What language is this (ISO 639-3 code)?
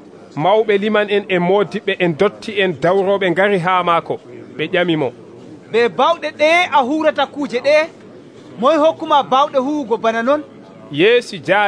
fuv